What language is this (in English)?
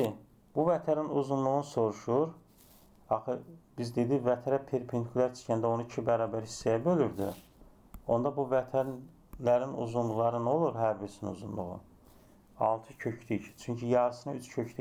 Azerbaijani